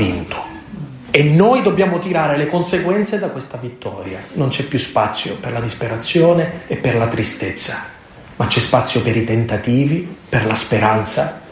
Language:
Italian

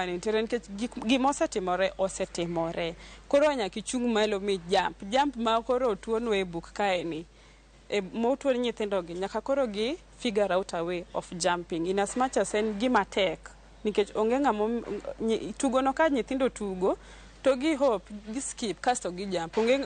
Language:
Luo (Kenya and Tanzania)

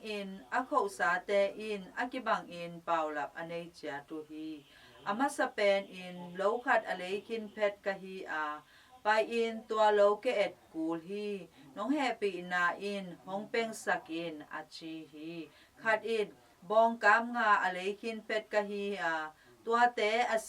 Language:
Tedim Chin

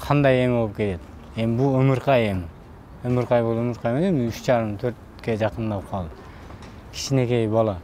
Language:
Kyrgyz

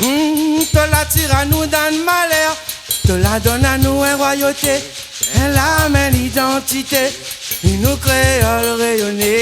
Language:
Réunion Creole French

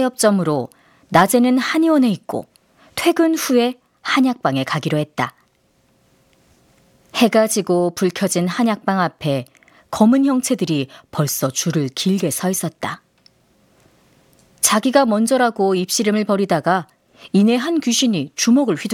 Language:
Korean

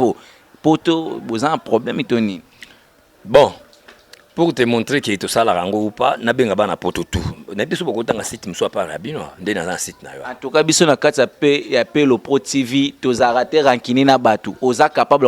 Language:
Lingala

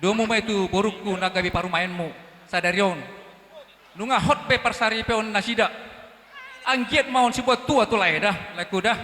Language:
Batak Toba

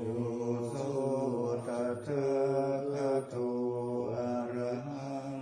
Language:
Pali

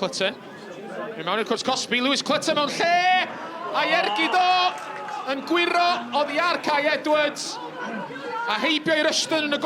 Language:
Welsh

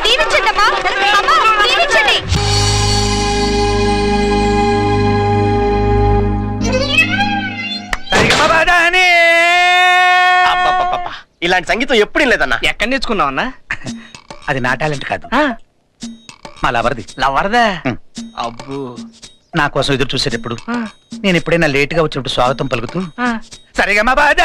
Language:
Telugu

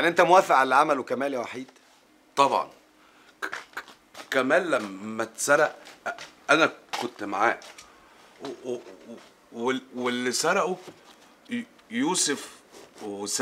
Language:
Egyptian Arabic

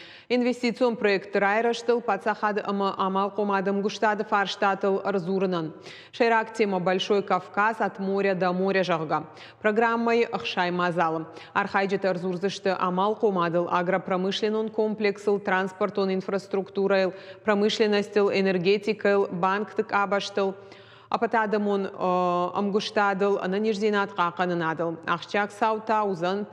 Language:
Ossetic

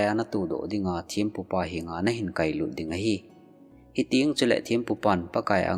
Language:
Thado Chin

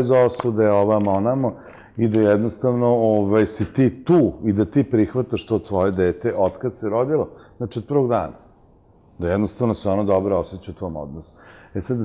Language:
Serbian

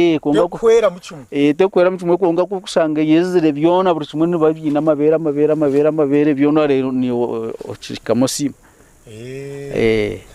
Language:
Nyankole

